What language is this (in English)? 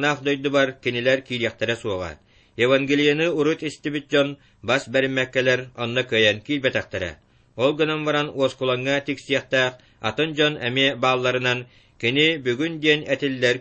Yakut